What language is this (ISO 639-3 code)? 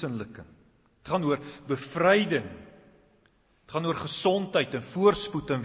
afr